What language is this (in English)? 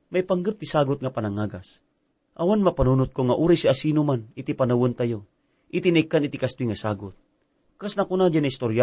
Iloko